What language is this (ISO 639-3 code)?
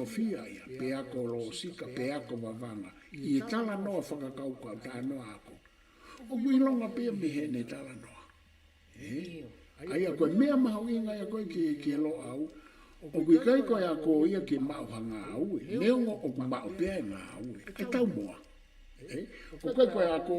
ton